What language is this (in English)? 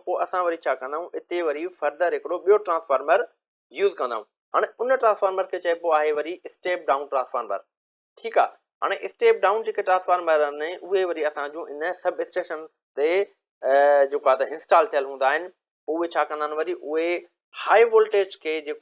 Sindhi